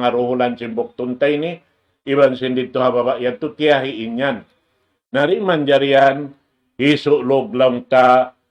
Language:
Tausug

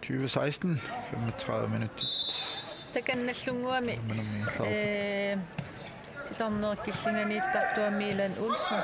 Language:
Kalaallisut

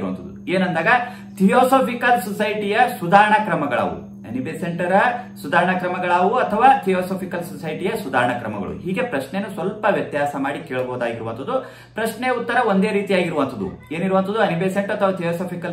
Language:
Kannada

